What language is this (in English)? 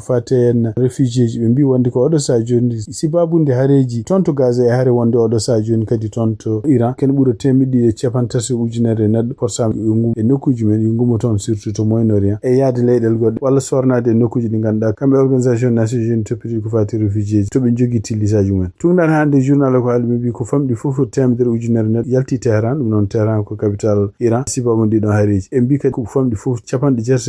Fula